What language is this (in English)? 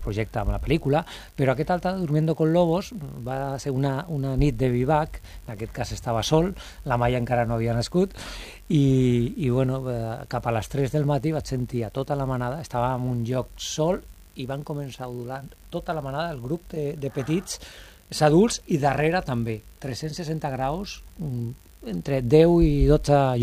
Catalan